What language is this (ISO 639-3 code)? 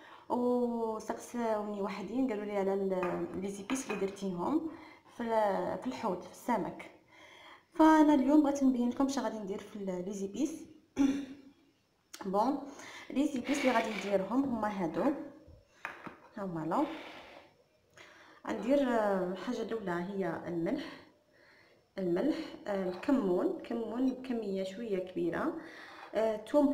ary